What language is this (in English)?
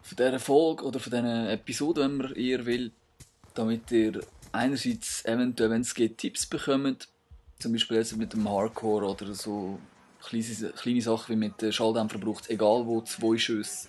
Swiss German